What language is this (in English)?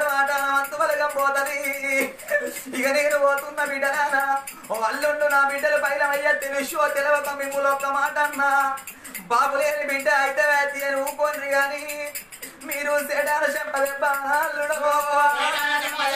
Telugu